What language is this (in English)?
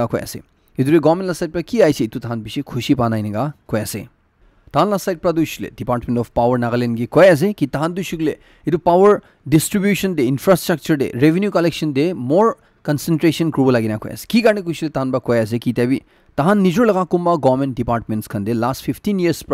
Naga Pidgin